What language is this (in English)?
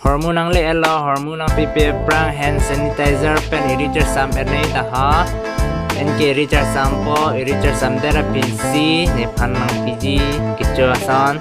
Karbi